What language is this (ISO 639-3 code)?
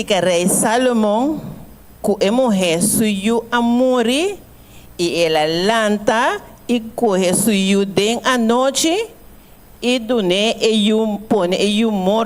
pap